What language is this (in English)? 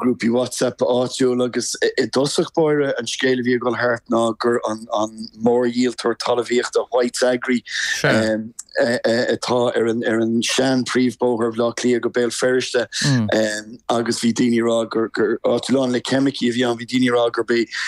Irish